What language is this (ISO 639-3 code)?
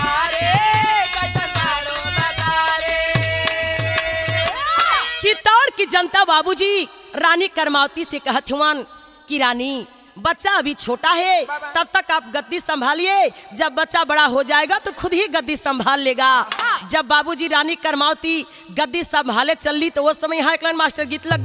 bho